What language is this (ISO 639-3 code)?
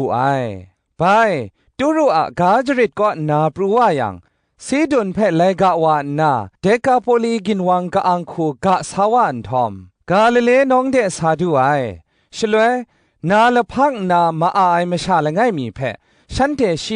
kac